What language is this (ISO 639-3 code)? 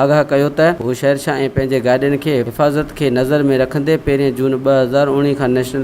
snd